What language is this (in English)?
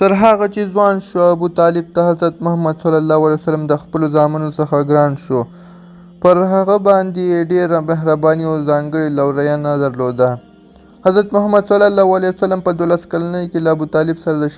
Pashto